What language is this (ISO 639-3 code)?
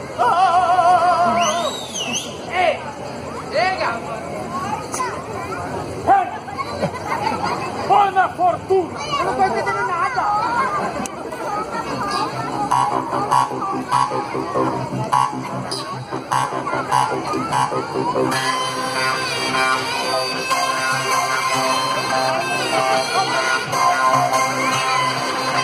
por